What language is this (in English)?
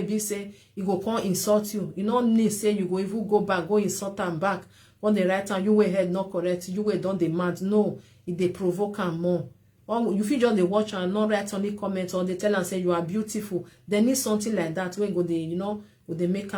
Nigerian Pidgin